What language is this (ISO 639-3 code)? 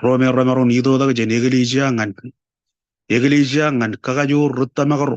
mah